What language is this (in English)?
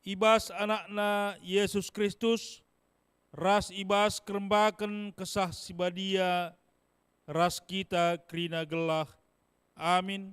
Batak Karo